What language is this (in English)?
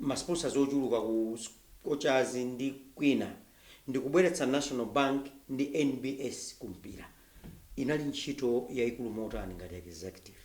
Nyanja